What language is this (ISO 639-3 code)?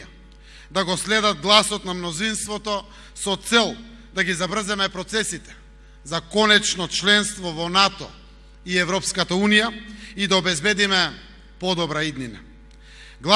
mkd